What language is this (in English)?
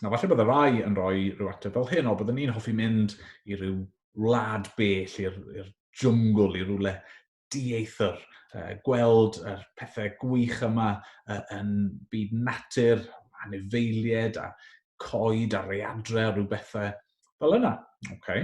Welsh